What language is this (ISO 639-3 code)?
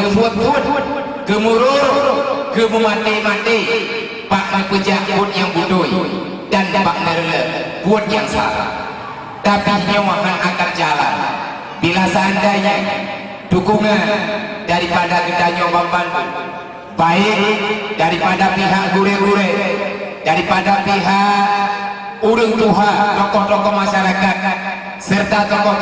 ace